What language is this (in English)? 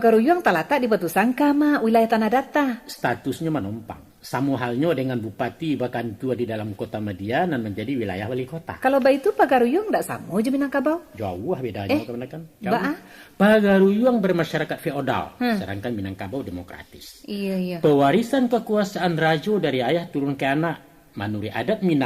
Minangkabau